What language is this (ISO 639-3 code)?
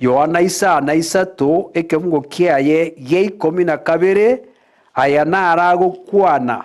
guz